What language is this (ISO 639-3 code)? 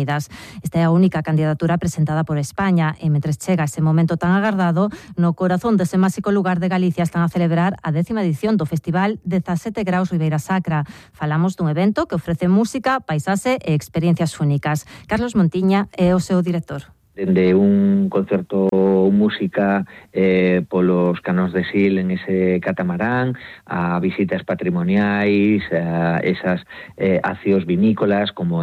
glg